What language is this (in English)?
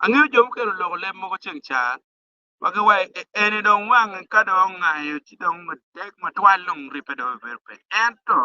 Acoli